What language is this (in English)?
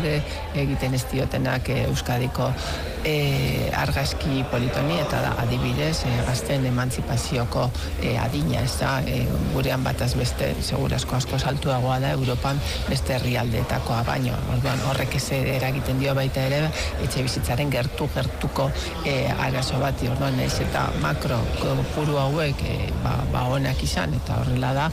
Basque